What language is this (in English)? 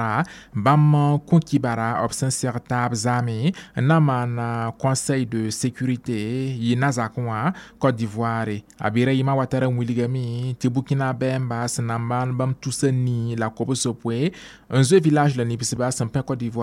Mossi